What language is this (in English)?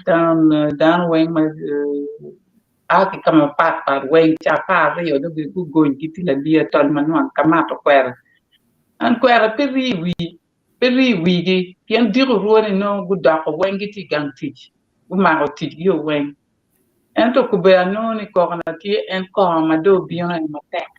Acoli